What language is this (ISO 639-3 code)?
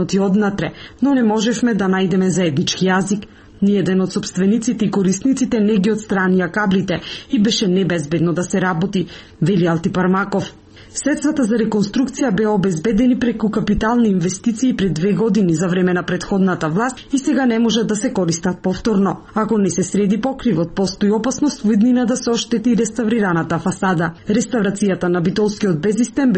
mkd